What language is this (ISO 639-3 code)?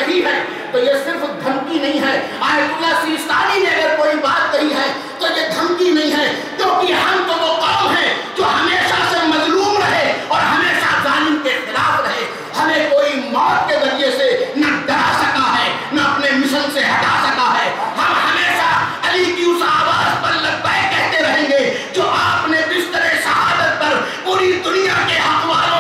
urd